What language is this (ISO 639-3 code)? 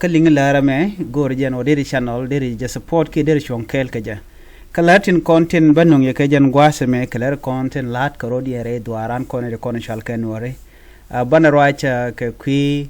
nus